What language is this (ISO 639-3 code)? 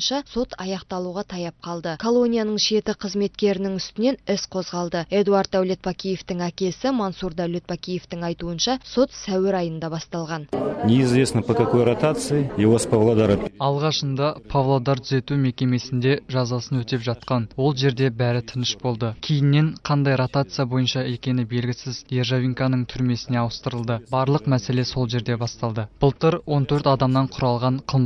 kaz